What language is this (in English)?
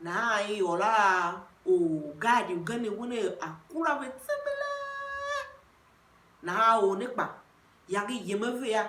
Tiv